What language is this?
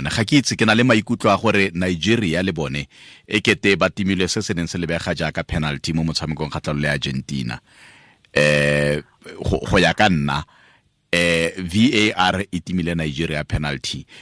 Tswana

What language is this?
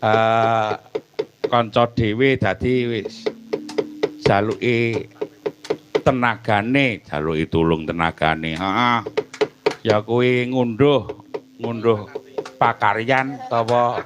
Javanese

